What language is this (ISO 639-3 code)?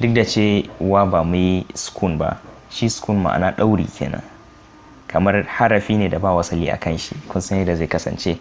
hau